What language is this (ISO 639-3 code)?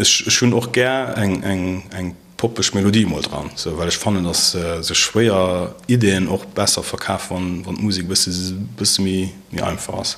ltz